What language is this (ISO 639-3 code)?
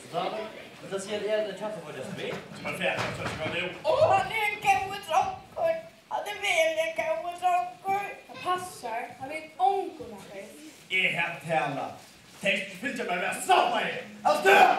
fao